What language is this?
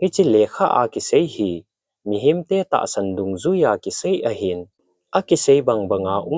Thado Chin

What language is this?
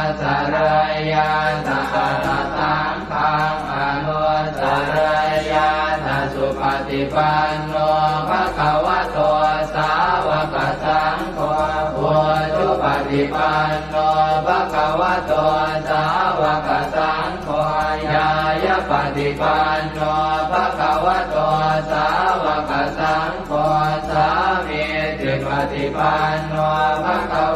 Pali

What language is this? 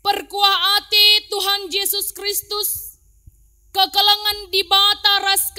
Batak Karo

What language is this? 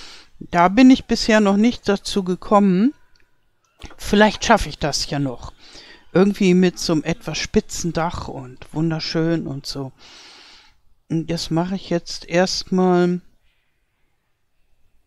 German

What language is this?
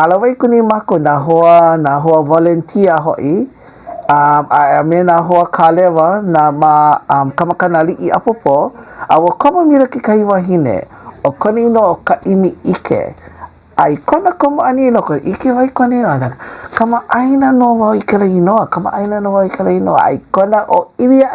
Hawaiian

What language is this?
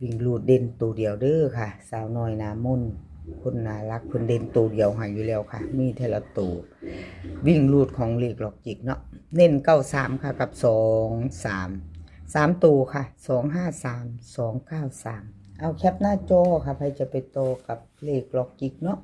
Northeastern Thai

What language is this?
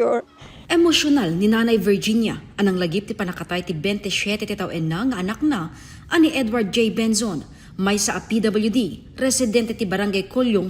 Iloko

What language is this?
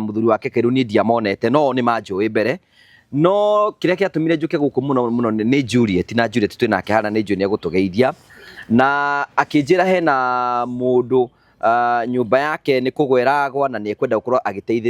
Kikuyu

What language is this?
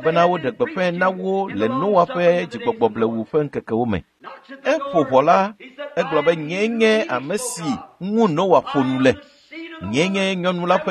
Ewe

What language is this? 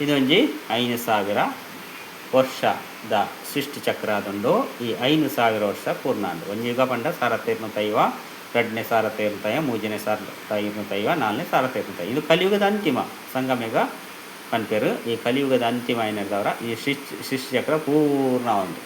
Tulu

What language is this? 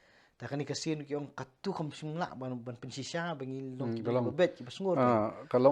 Khasi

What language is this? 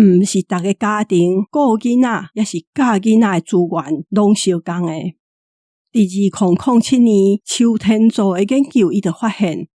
Min Nan Chinese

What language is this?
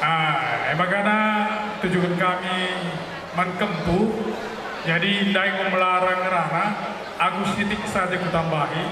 Batak Karo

